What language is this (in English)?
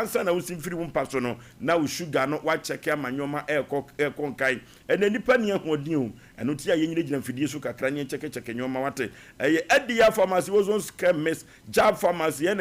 Akan